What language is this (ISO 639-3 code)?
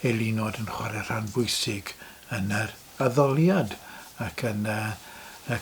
cym